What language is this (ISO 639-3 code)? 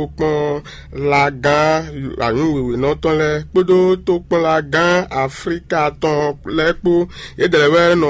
fon